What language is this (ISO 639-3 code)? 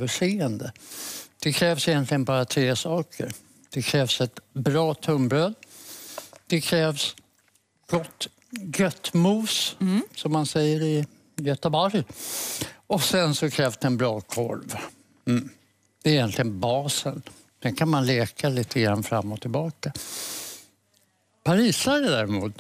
swe